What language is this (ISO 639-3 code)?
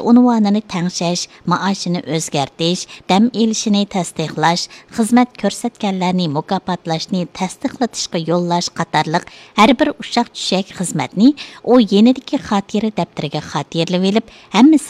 uig